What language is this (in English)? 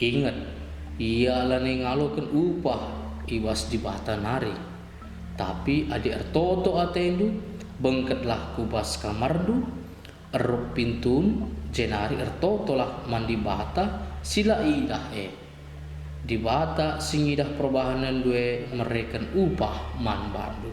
Batak Karo